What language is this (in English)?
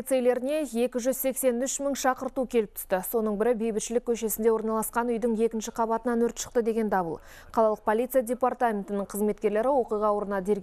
Kazakh